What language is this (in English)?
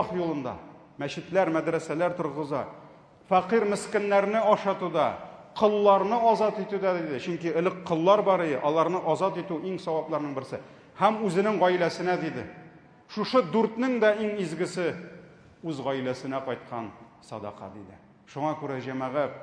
Tatar